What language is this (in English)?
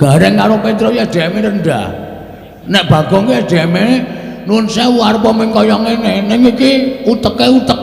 Javanese